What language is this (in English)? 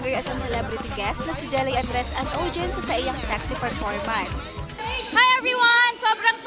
Bikol